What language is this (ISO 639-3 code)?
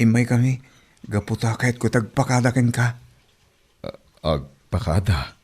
ilo